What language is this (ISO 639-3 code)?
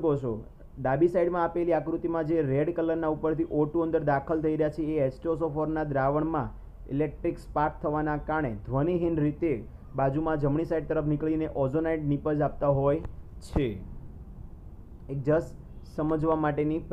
guj